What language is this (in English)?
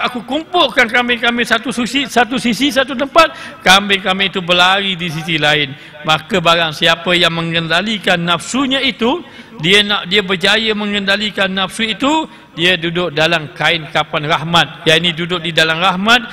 Malay